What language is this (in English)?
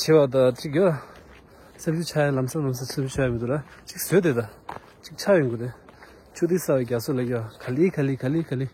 Tibetan